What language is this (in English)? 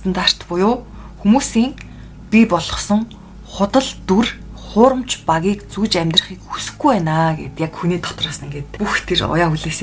Mongolian